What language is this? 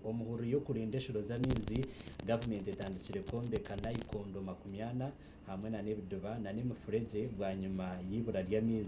Nyankole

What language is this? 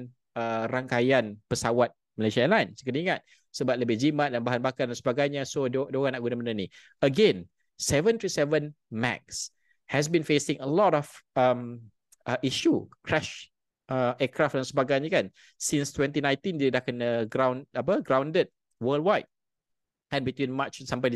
Malay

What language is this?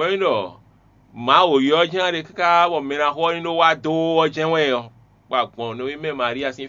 Fon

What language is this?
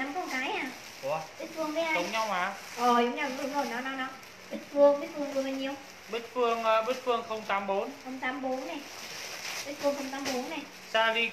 Vietnamese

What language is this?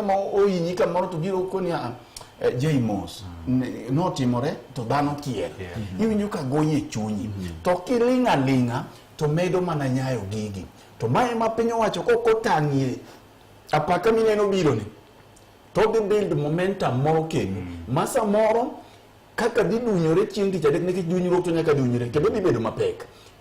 Luo (Kenya and Tanzania)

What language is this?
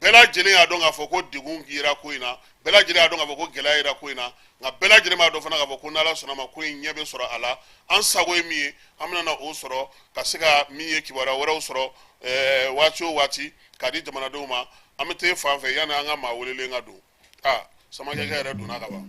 Bambara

